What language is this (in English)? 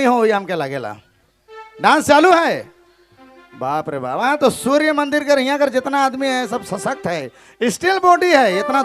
Sadri